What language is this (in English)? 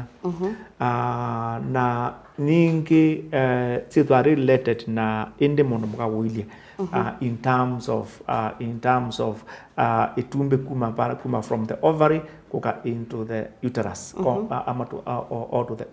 Kamba